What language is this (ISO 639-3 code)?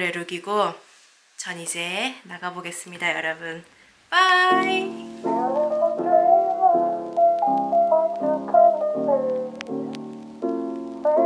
kor